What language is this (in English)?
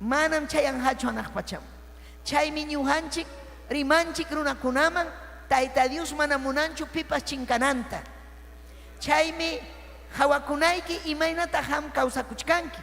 Ayacucho Quechua